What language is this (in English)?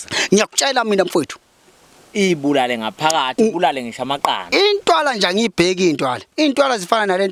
Zulu